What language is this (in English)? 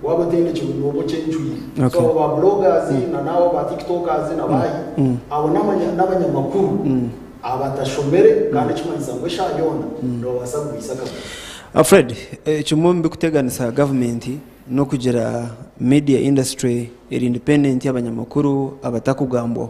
Nyankole